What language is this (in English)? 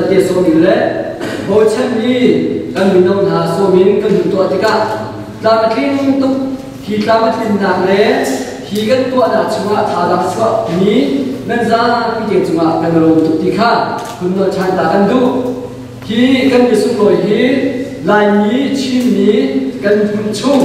Hakha Chin